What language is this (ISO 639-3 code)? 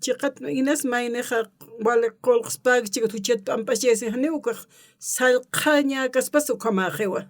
aym